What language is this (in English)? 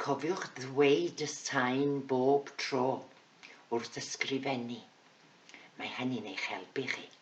Welsh